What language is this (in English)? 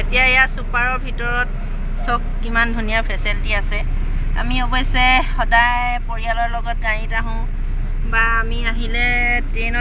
Assamese